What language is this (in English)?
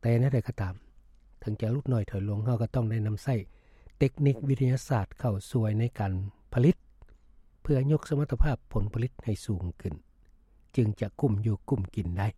Lao